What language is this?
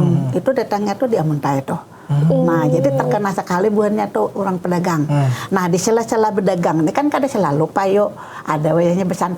Banjar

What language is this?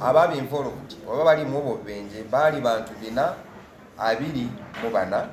Ganda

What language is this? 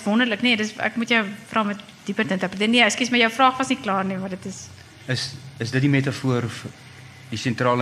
Afrikaans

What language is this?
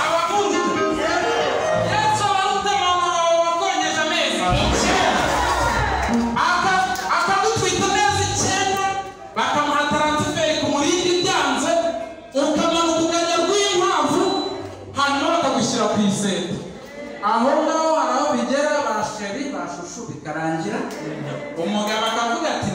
Kinyarwanda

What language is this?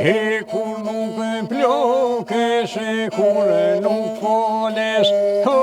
Albanian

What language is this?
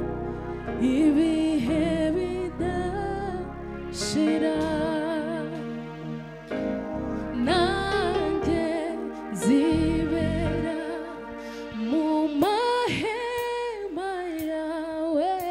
Kinyarwanda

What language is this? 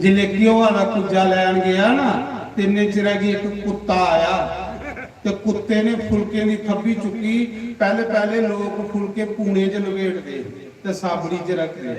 Dogri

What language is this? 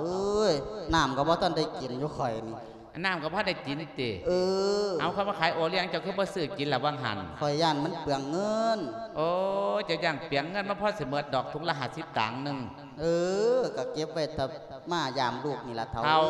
Lao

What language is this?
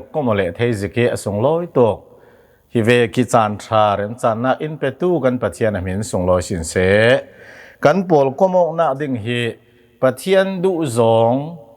Hakha Chin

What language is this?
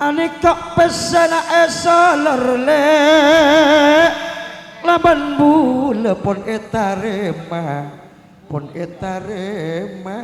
Madurese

